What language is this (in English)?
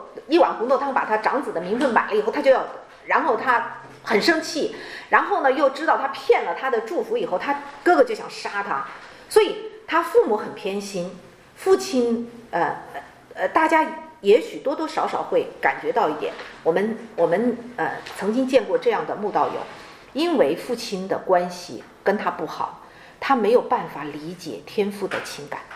Chinese